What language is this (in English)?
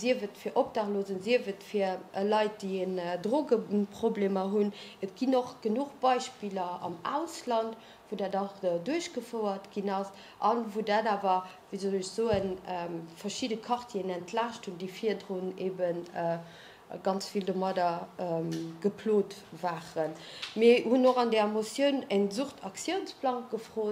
Luxembourgish